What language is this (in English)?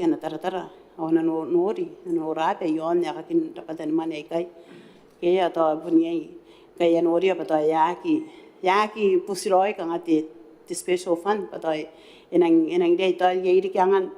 Gilbertese